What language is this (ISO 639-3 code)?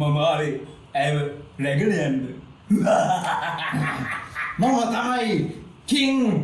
sin